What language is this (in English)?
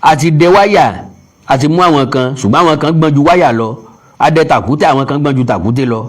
Yoruba